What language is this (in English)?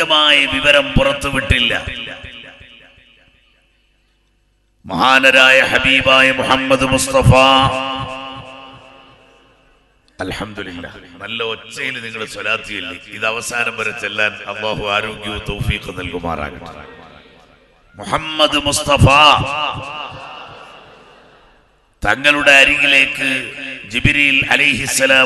Malayalam